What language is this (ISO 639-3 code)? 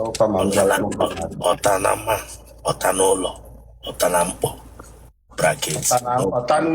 ibo